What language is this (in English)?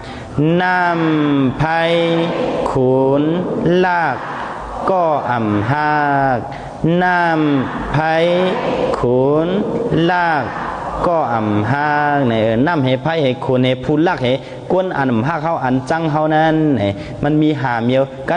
Shan